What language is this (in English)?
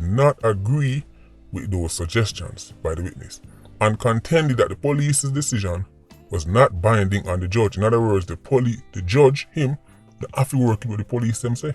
Jamaican Creole English